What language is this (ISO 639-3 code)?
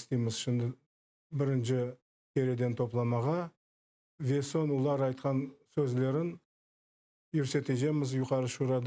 crh